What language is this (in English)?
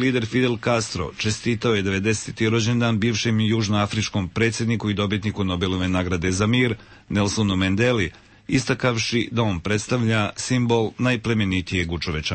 Serbian